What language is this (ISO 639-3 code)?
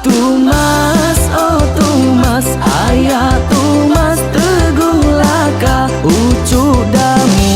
iba